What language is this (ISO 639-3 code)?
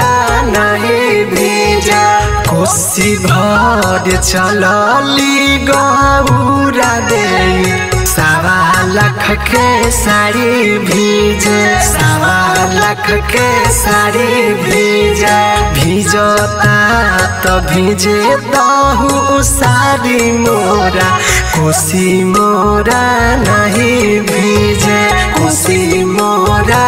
bho